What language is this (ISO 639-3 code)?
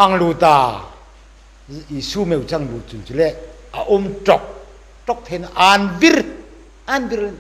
hmr